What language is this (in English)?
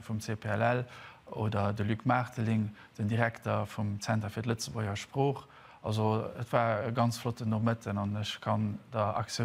Luxembourgish